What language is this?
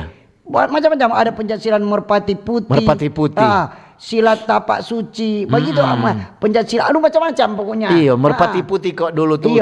Manado Malay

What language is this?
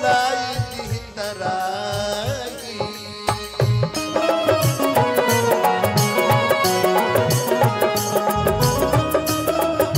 Bhojpuri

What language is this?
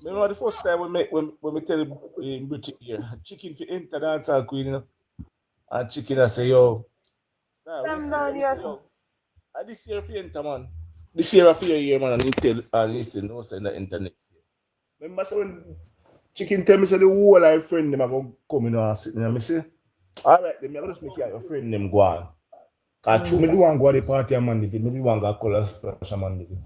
Jamaican Creole English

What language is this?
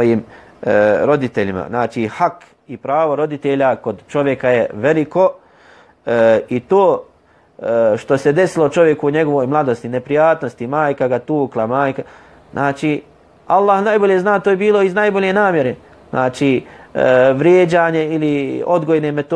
Bosnian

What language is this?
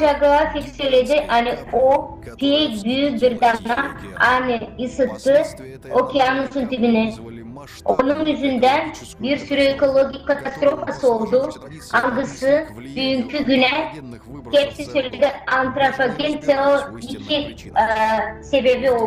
Gagauz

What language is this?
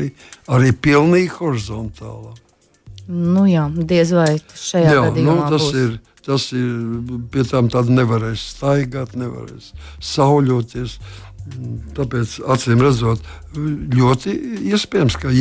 Latvian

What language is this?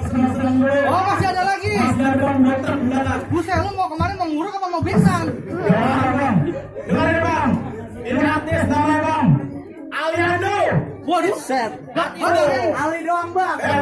Betawi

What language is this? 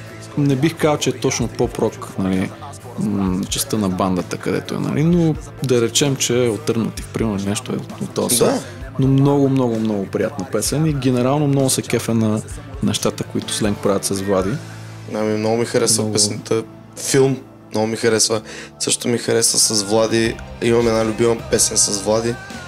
Bulgarian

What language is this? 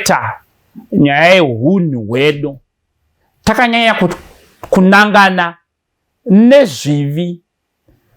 Shona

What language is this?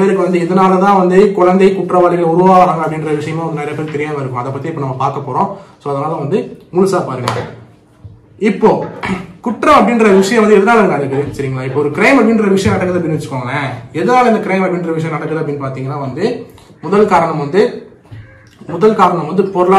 Tamil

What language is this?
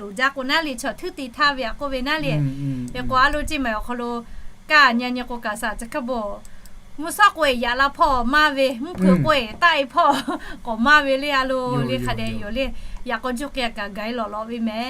Lahu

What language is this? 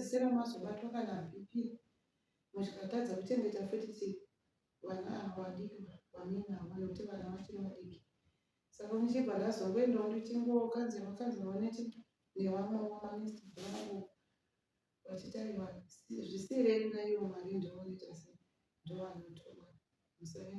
Shona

